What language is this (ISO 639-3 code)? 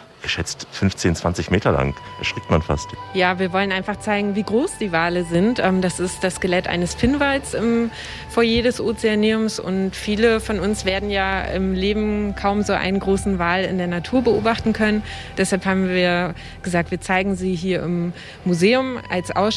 deu